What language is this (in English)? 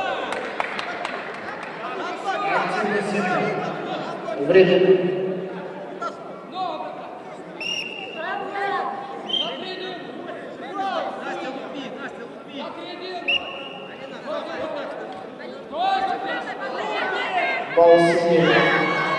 Russian